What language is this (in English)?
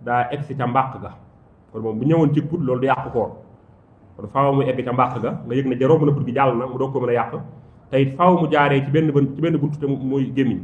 Wolof